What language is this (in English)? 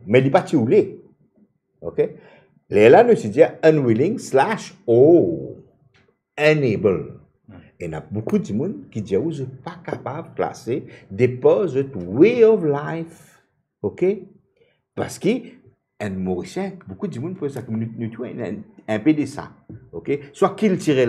Morisyen